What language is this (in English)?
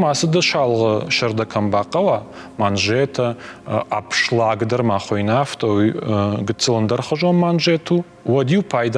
Ossetic